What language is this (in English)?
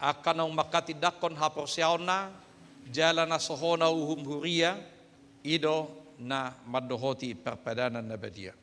Batak Toba